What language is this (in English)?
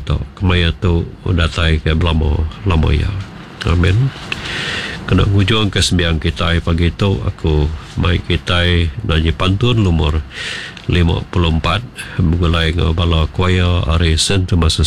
Iban